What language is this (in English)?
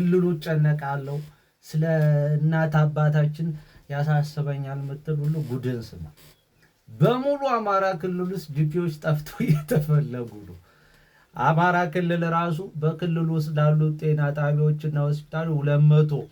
Amharic